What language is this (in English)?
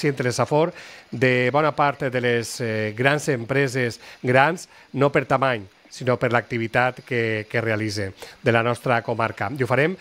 Catalan